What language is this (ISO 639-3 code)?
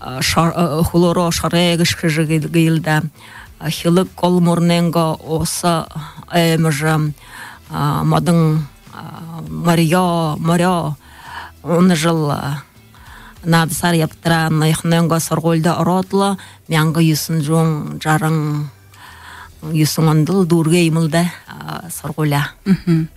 bua